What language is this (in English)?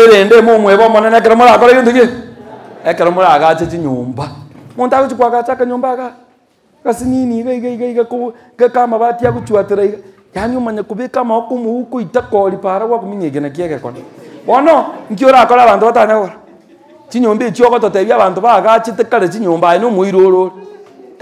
Gusii